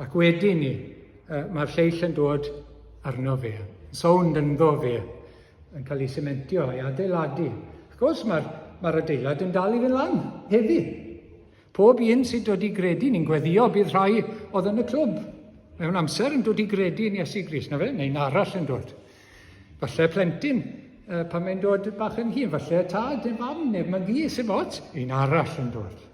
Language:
Welsh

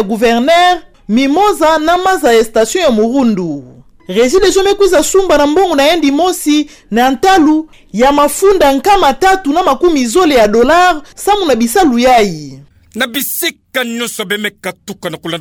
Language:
Kituba (Democratic Republic of Congo)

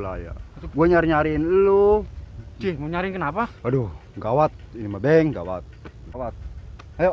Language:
Betawi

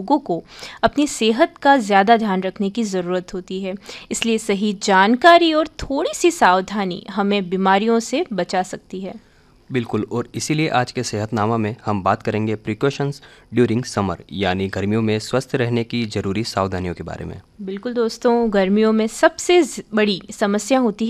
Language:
Hindi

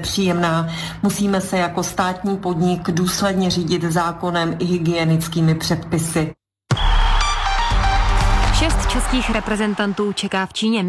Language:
Czech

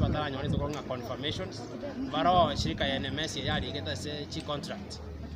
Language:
Gusii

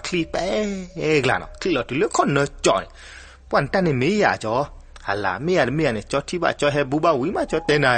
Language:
S'gaw Karen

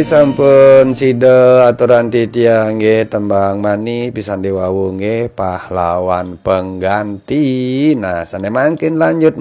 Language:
Balinese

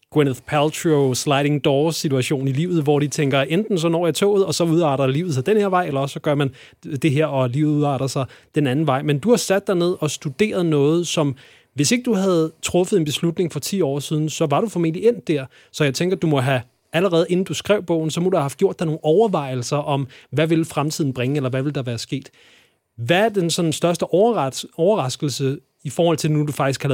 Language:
Danish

